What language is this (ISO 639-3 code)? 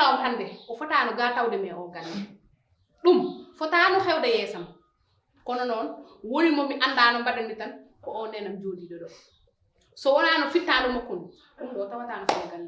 ful